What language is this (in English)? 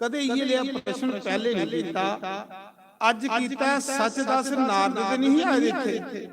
Dogri